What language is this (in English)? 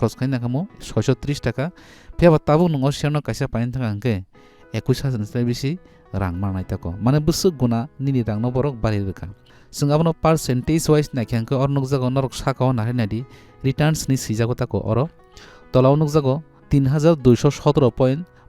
Kok Borok